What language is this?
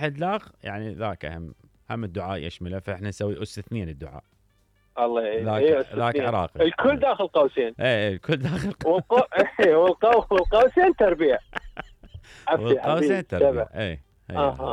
Mesopotamian Arabic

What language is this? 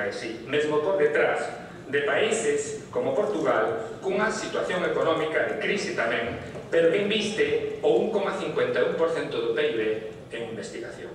Galician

